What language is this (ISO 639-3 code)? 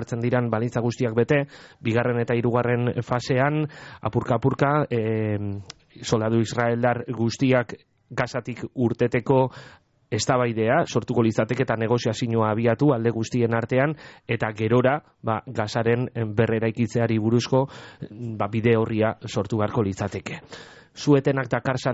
eus